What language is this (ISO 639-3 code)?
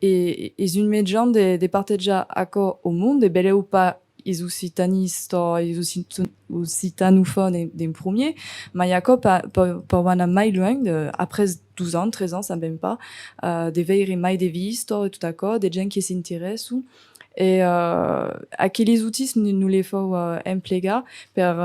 oci